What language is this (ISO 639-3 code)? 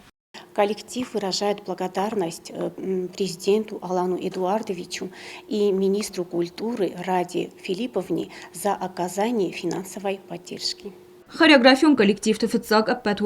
oss